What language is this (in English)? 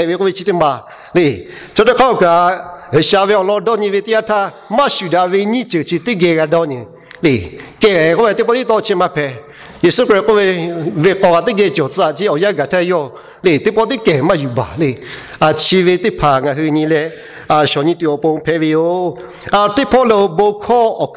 Lahu